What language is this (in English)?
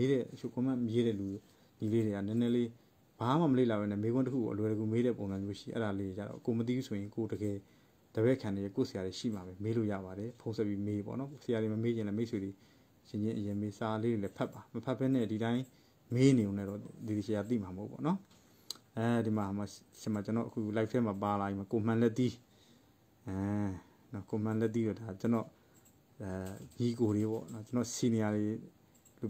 Burmese